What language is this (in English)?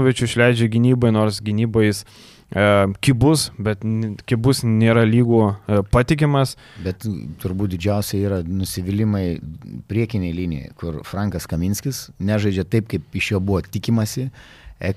Lithuanian